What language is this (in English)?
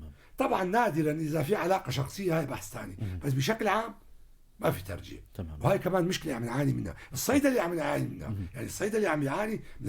North Levantine Arabic